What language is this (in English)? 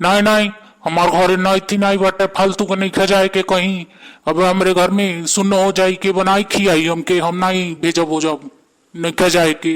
Bhojpuri